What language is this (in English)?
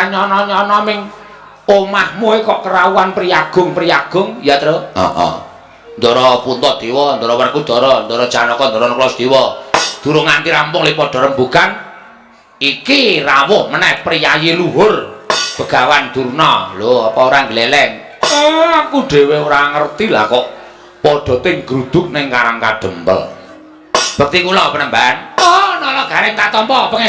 Javanese